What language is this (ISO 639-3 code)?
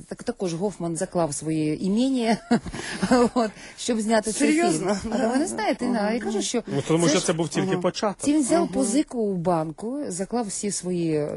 ukr